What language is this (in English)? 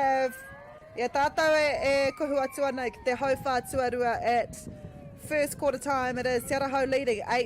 Māori